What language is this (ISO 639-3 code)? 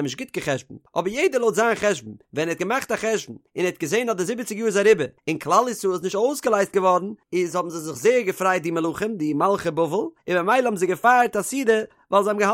yid